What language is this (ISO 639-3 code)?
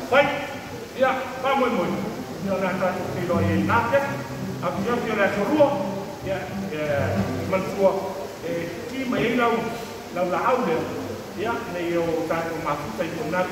smo